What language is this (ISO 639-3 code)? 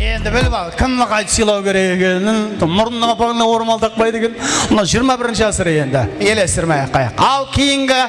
kaa